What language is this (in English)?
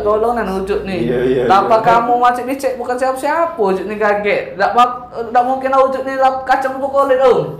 Musi